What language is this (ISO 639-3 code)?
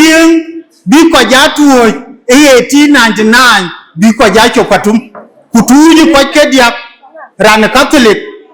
din